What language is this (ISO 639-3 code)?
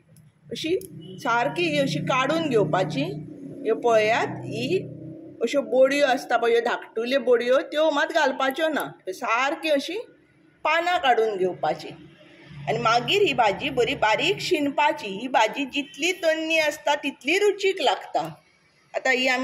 kok